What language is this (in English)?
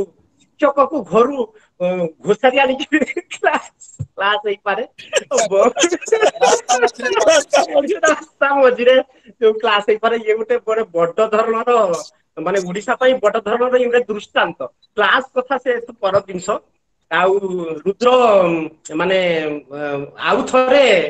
Odia